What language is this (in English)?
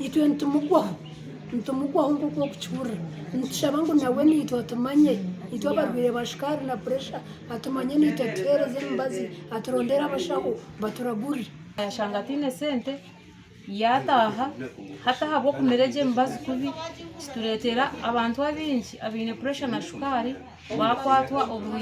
Nyankole